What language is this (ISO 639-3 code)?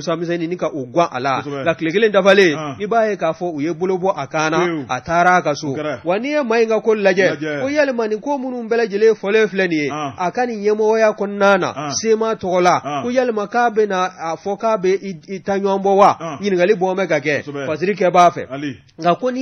bam